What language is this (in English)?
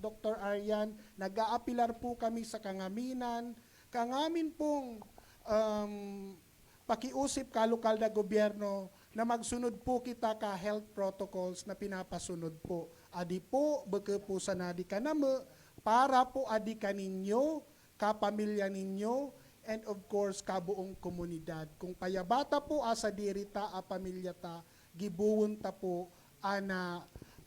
Bikol